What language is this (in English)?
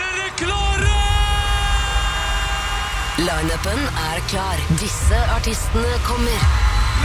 Norwegian